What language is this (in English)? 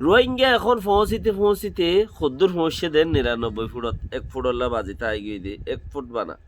Rohingya